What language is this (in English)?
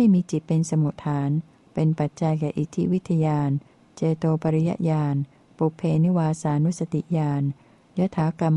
Thai